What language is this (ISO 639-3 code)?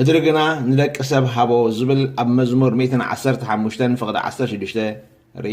tir